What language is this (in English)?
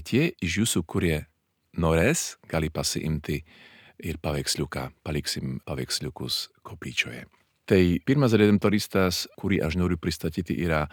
Lithuanian